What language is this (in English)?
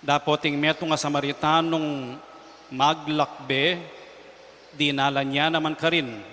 Pampanga